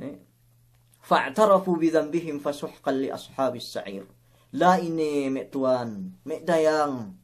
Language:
Yakan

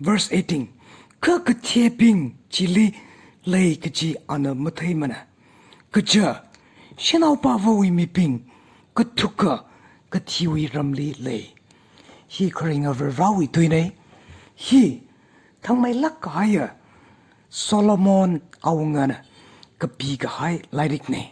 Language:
Tangkhul Naga (India)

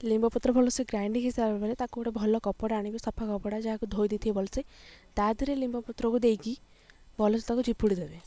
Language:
Odia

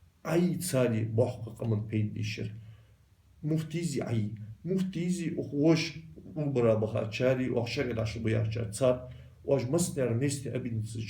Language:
Ingush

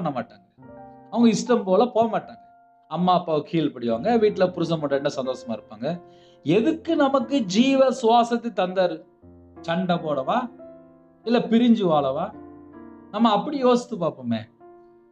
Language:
Tamil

